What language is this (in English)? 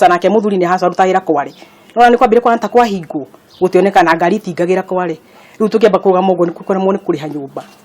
Kikuyu